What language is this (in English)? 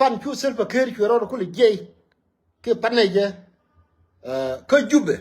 Nuer